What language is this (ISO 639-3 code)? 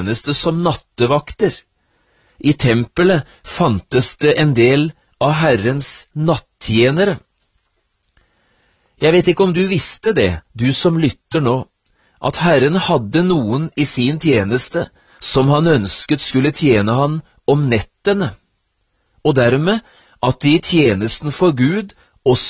nor